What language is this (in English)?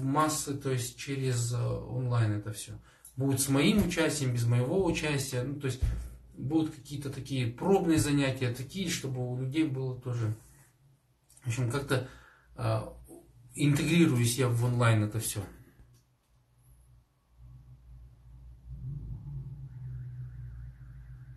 Russian